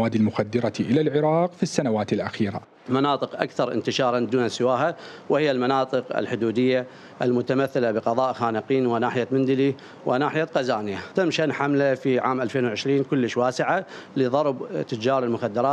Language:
Mesopotamian Arabic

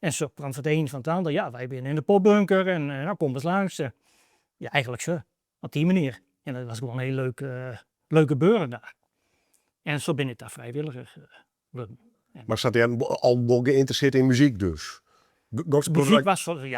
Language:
Western Frisian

